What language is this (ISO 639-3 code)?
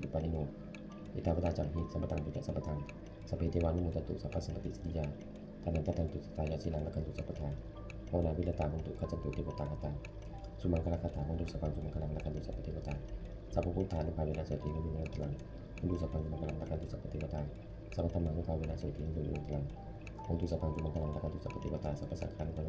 pli